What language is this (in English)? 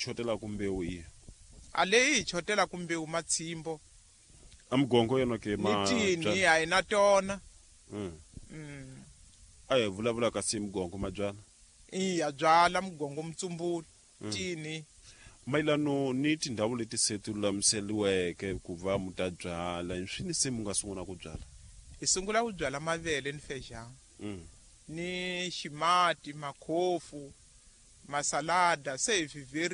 Tsonga